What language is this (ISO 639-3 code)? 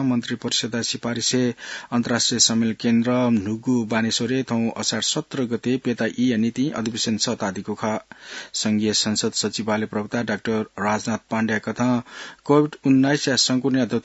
new